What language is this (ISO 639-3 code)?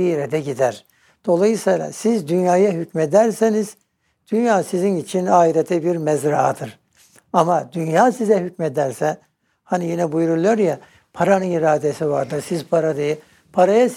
tur